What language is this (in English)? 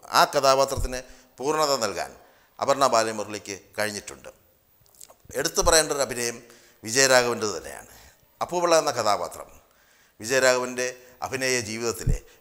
Malayalam